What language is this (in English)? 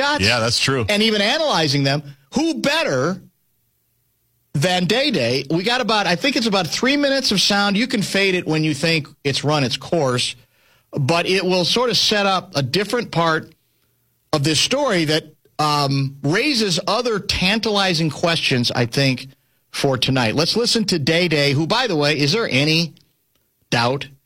English